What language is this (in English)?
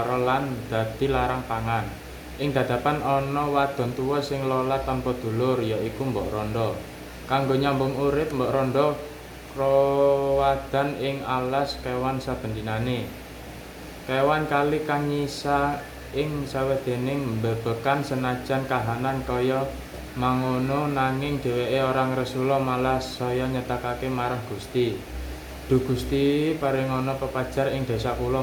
Javanese